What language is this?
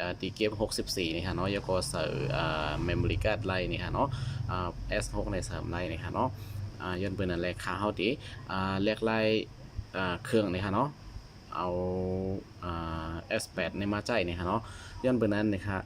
Shan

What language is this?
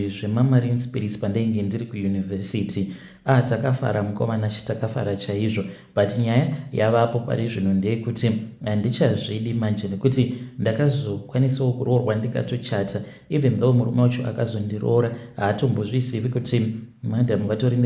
Shona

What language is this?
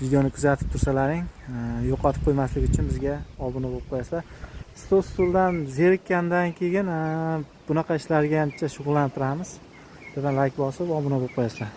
Uzbek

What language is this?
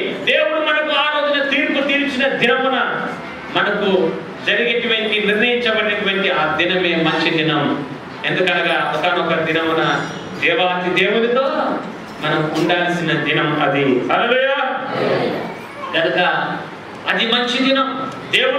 Telugu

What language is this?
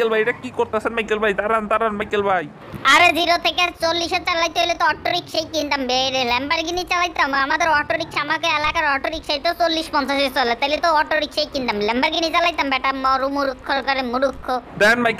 Bangla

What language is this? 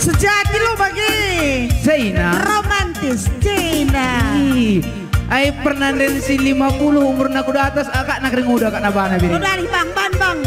Batak Karo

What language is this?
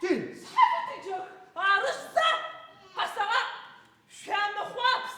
Adyghe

